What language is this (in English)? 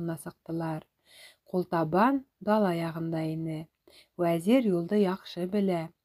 Bashkir